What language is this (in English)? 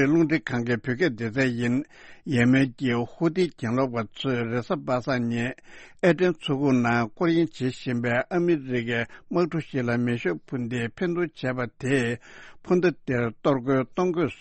Tibetan